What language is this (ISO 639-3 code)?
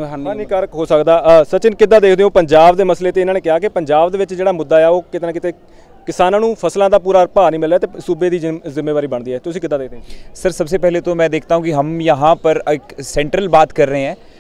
pan